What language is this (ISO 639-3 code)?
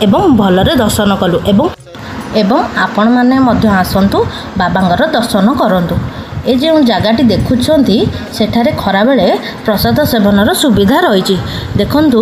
ori